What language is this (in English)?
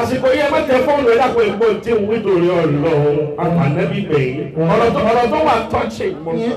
Yoruba